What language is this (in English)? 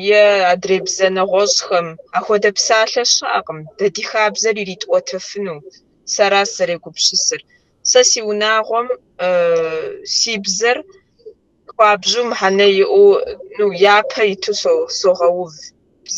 Kabardian